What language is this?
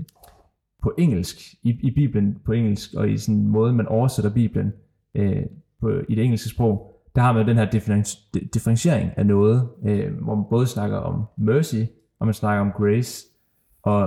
Danish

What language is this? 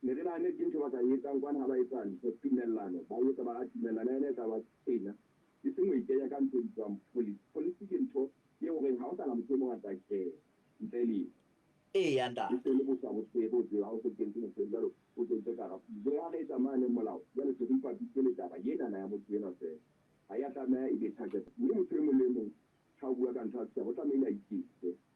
Southern Sotho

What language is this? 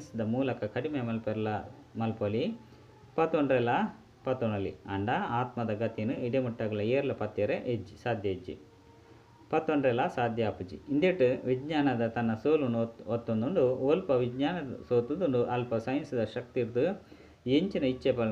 Tulu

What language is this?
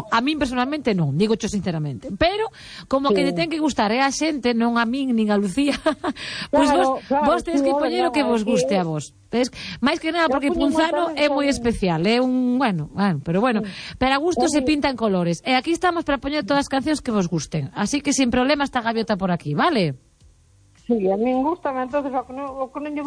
Galician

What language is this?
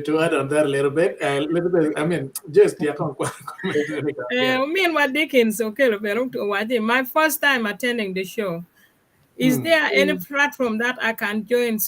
Acoli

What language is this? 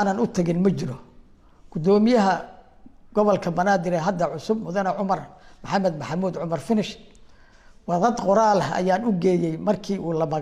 Somali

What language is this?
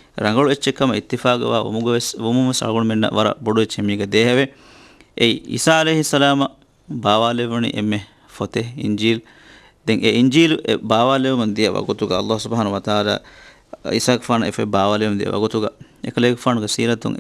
Divehi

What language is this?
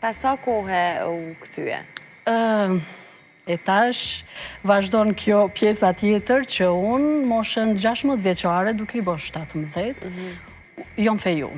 Albanian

